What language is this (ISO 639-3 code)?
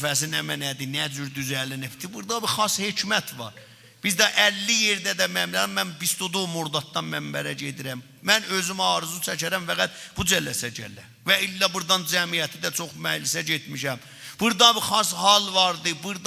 azb